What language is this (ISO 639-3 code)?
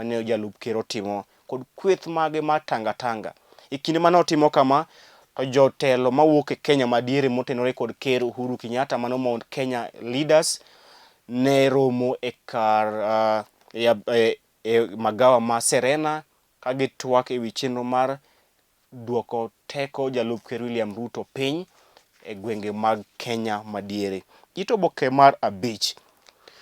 luo